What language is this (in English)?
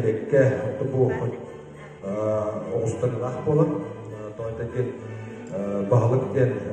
Yakut